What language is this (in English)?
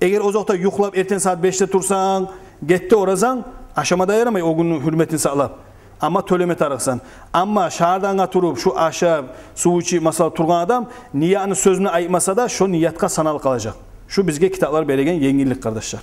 Kumyk